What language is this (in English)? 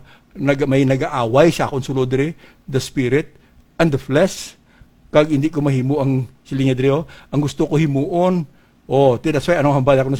Hiligaynon